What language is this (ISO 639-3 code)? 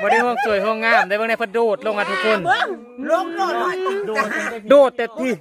tts